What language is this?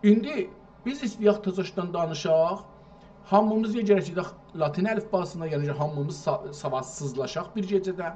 South Azerbaijani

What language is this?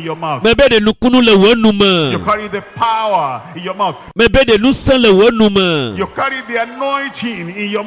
Ewe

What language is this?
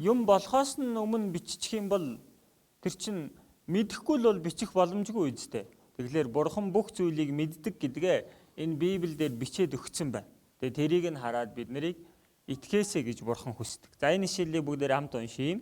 Mongolian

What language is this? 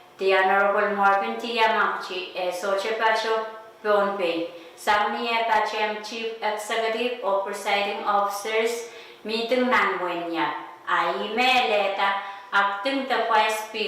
Pohnpeian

